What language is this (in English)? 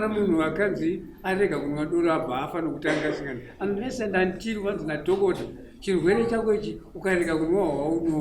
Shona